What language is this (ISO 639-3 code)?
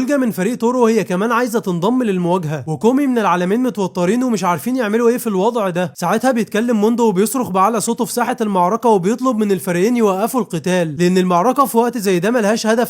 arz